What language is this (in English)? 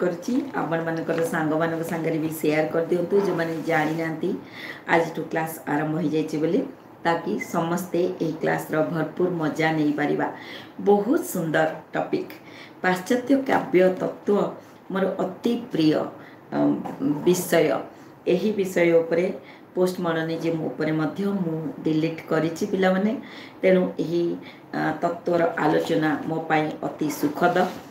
Odia